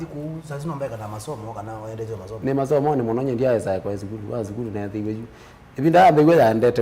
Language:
Kamba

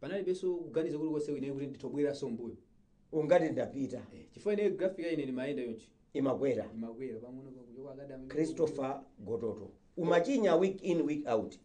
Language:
Nyanja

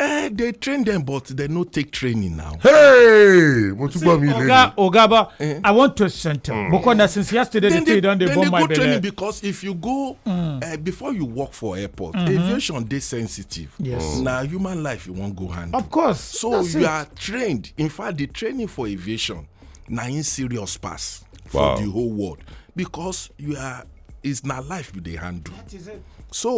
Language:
Nigerian Pidgin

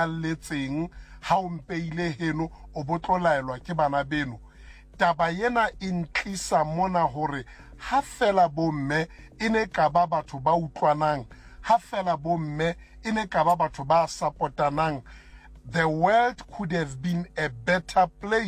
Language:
Southern Sotho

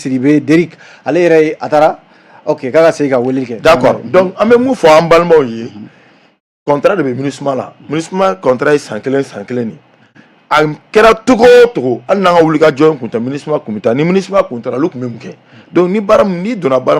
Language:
Bambara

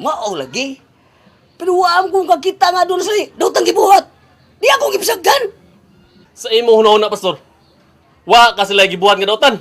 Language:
Cebuano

